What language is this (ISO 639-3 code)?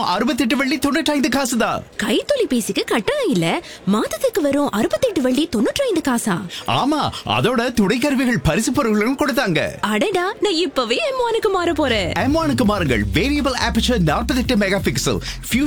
tam